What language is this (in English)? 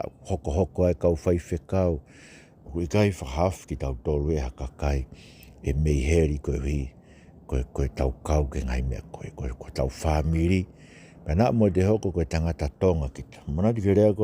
Tongan